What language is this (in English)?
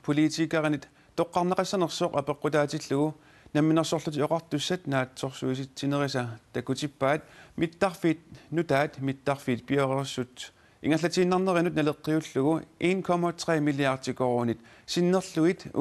Kalaallisut